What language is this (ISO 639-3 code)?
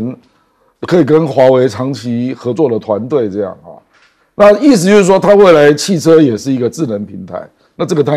zho